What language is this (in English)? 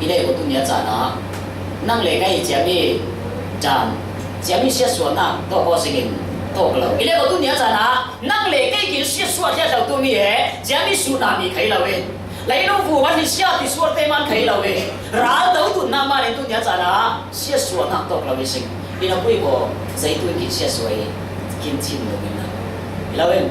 Falam Chin